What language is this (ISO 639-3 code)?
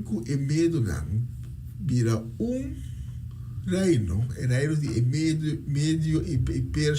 pap